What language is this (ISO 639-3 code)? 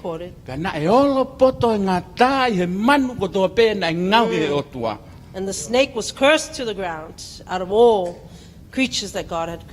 ton